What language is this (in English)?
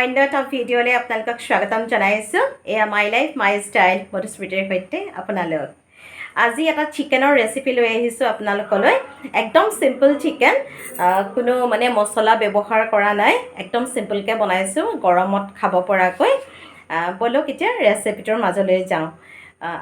Assamese